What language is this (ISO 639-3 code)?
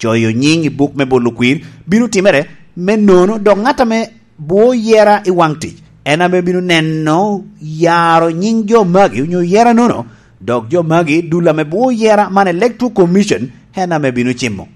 laj